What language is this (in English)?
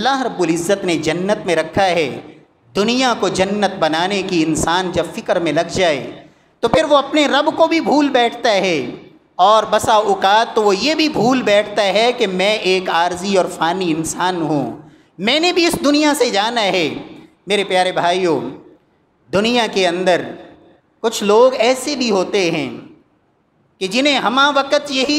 Urdu